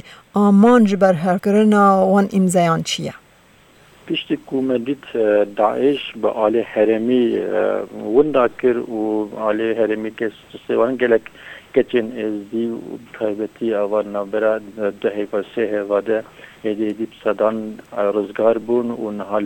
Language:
Kurdish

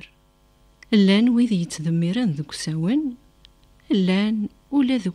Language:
Kabyle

